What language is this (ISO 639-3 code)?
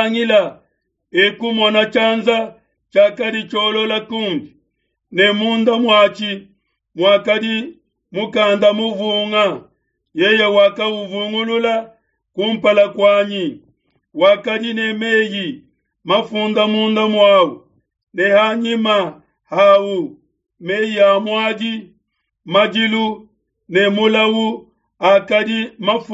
lua